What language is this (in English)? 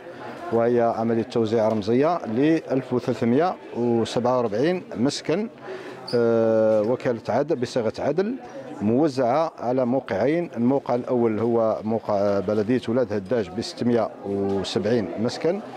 Arabic